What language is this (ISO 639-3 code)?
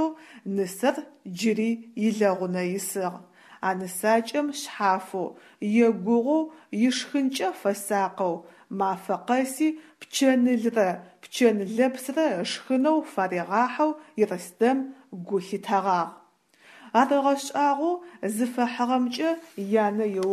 ady